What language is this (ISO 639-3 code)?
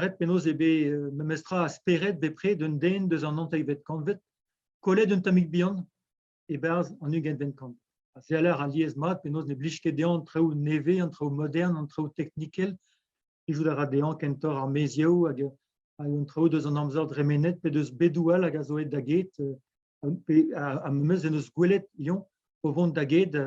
bre